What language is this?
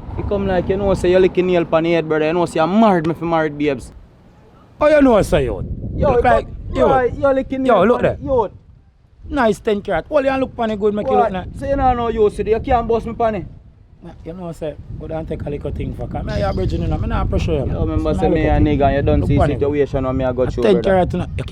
Jamaican Creole English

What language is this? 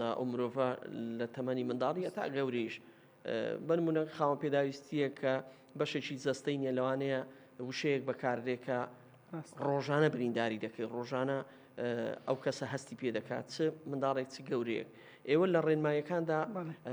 Central Kurdish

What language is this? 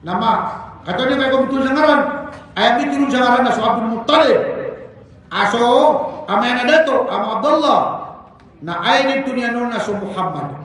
Maranao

